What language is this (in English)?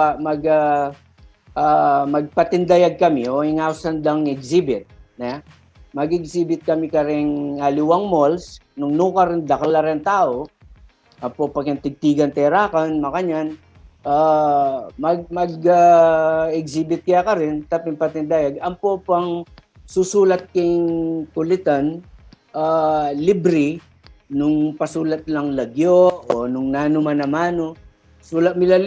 Pampanga